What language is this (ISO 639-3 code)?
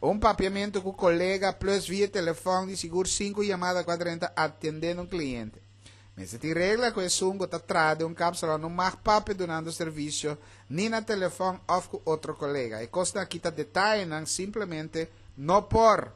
pap